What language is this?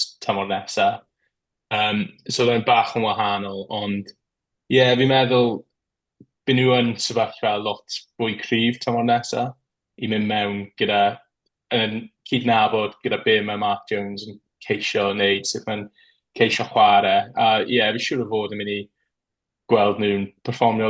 Welsh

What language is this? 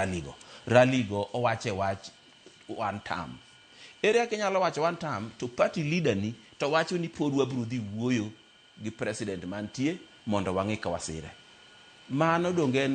Luo (Kenya and Tanzania)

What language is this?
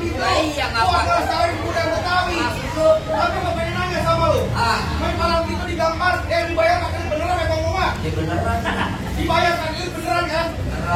Betawi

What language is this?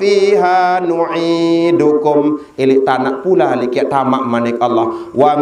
Sasak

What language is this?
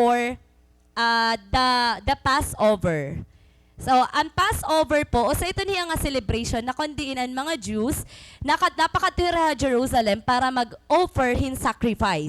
Waray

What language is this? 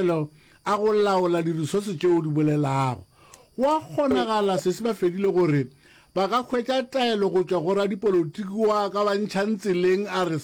Northern Sotho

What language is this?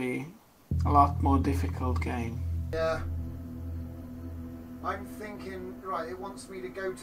English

